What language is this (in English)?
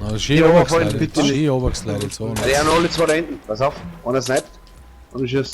Bavarian